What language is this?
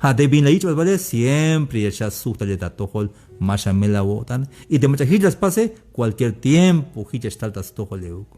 Tzeltal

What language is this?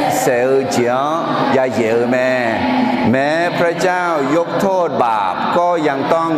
Akha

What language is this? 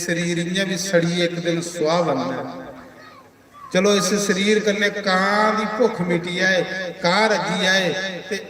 Dogri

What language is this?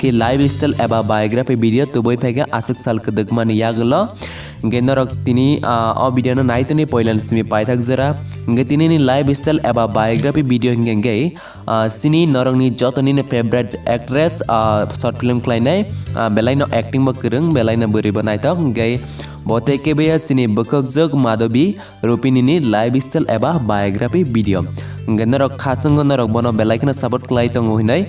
Kok Borok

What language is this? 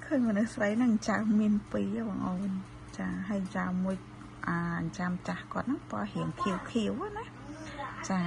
Khmer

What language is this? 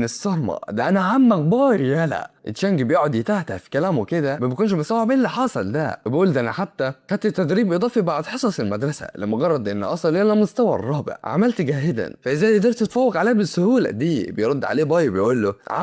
Egyptian Arabic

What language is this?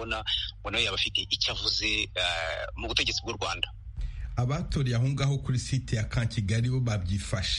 Kinyarwanda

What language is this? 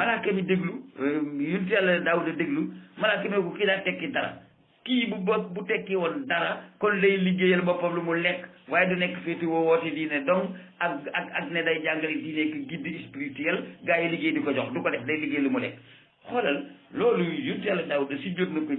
Wolof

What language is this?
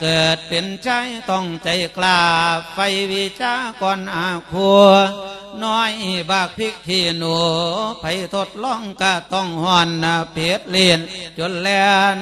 Lao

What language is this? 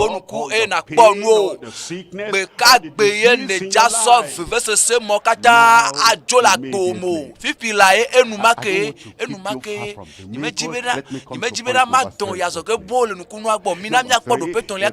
Ewe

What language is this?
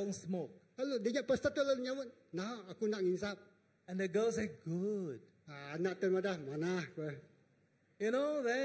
Iban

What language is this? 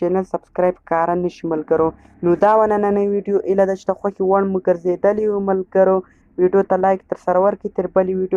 Pashto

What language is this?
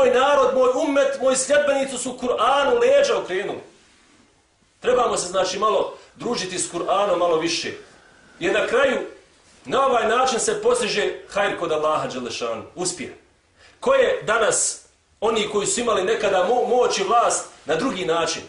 Bosnian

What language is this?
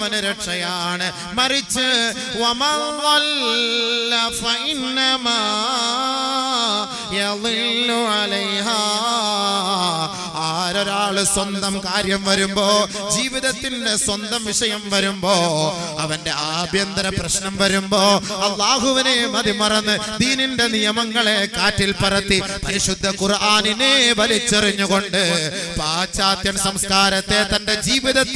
Malayalam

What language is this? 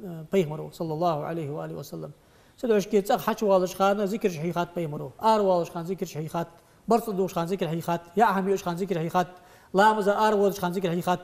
Ingush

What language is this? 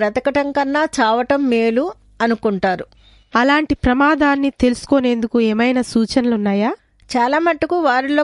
Telugu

